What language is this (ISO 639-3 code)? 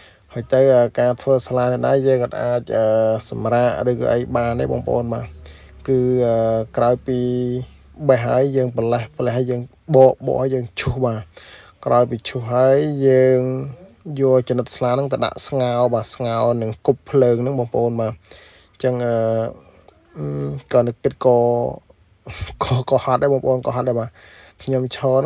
khm